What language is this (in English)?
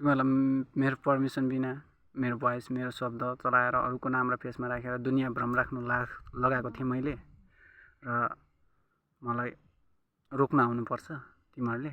Nepali